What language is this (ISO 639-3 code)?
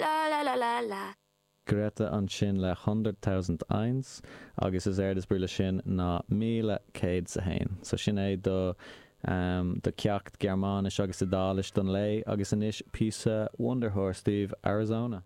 gle